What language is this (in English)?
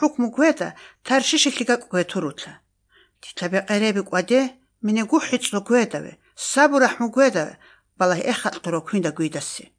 Georgian